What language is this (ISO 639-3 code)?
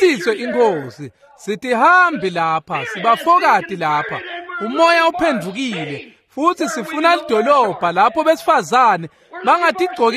ssw